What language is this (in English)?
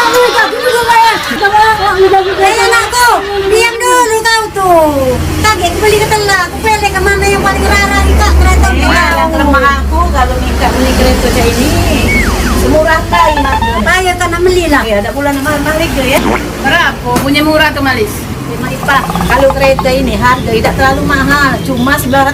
Musi